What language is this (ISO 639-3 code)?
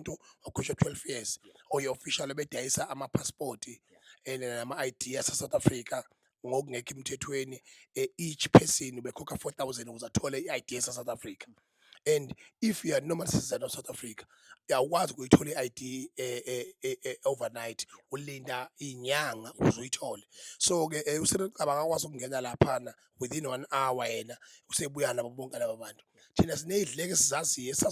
zul